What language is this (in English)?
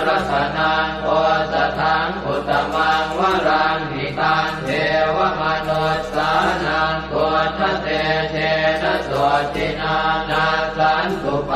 Pali